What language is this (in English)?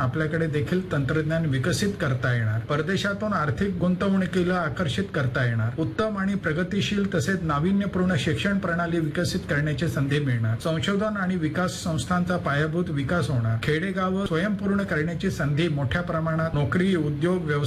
Marathi